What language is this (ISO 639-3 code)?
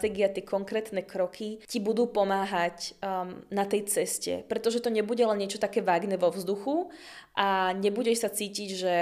slk